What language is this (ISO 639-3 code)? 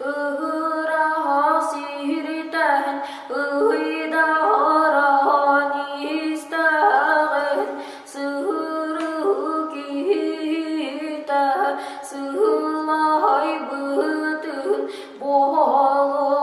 sah